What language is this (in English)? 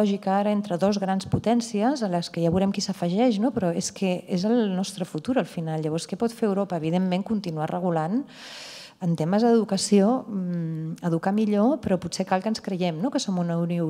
Catalan